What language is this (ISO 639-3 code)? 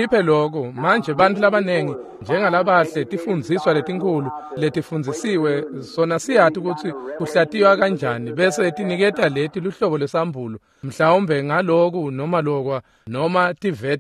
ssw